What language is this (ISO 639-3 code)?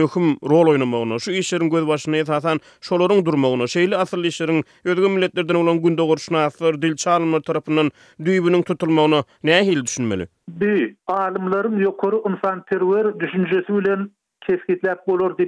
tuk